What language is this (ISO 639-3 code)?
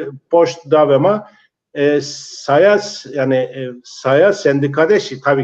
zza